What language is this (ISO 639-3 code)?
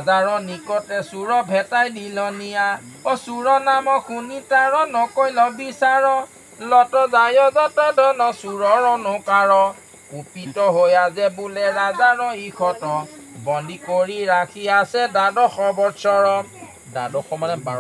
asm